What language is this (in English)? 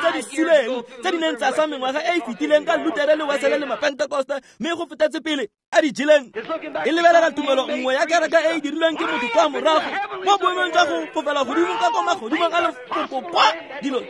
Tswana